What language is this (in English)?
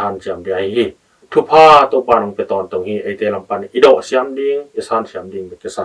Tedim Chin